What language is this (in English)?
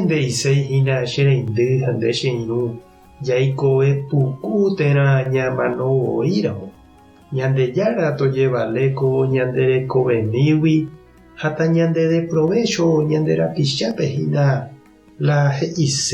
Guarani